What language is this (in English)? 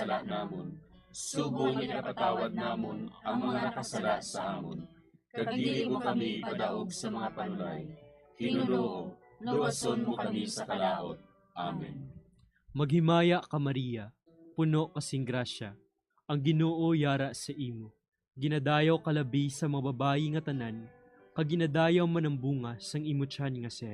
Hiligaynon